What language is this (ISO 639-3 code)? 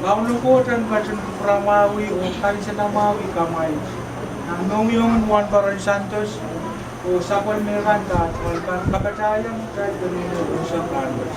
pon